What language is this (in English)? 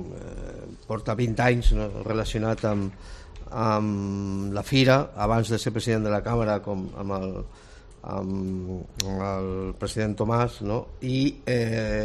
Catalan